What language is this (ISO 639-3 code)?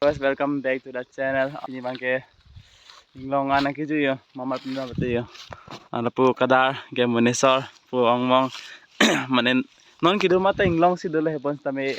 mjw